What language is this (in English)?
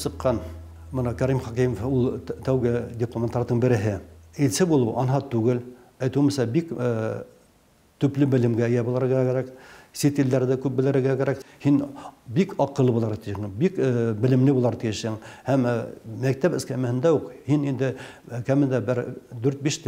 Bashkir